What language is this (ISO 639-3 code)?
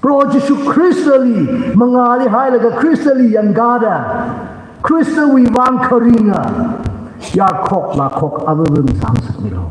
nmf